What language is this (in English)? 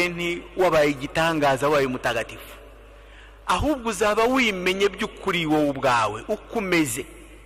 Kinyarwanda